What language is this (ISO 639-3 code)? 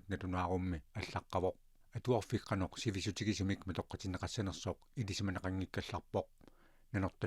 kal